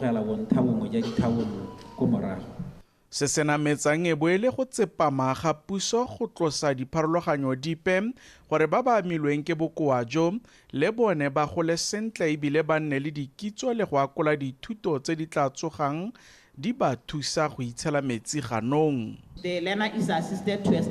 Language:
Tswana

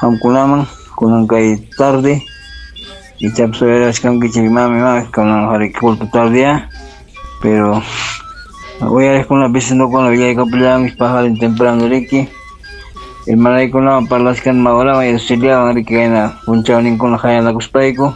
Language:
Ayacucho Quechua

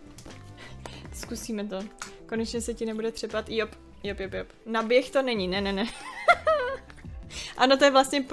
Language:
Czech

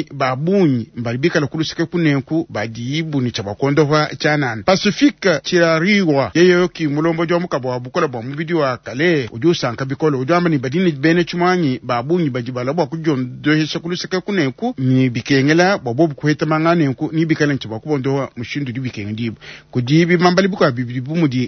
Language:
Luba-Lulua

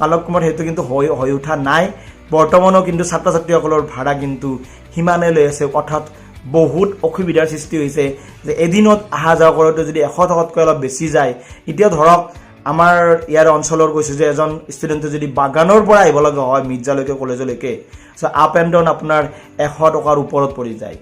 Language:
Assamese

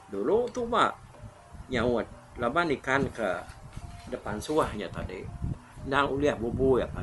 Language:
Iban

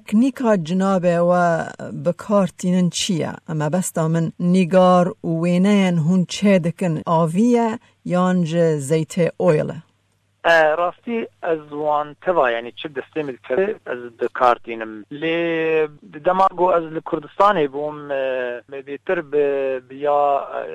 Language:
Kurdish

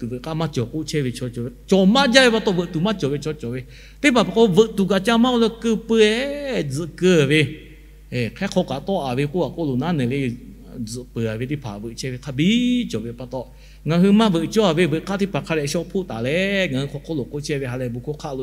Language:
Lahu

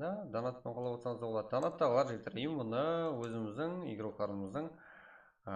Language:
Kara-Kalpak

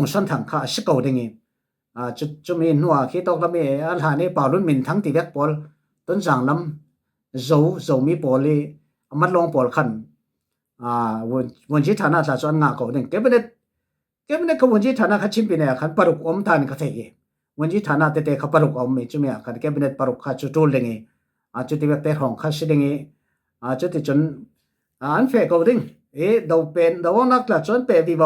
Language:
Falam Chin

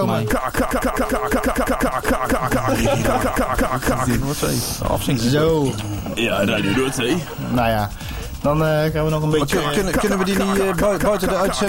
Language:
Dutch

